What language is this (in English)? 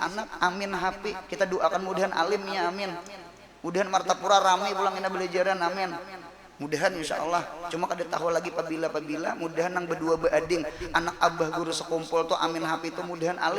Banjar